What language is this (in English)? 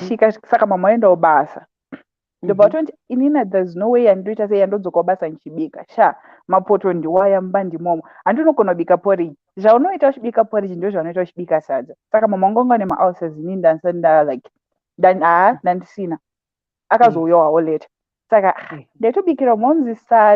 Shona